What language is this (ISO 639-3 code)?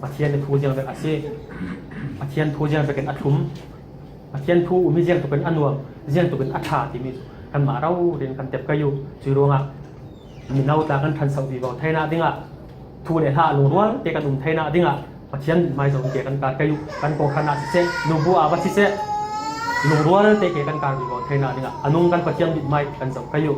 cfm